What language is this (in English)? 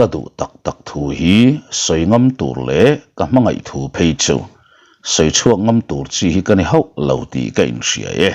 Mizo